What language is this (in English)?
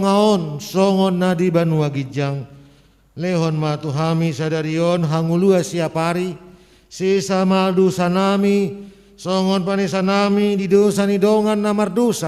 Batak Toba